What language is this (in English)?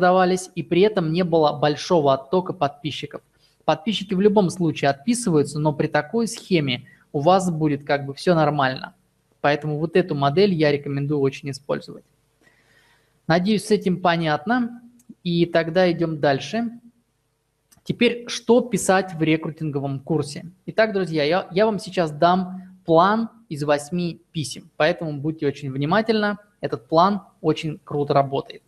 Russian